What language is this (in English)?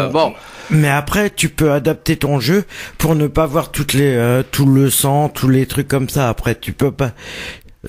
French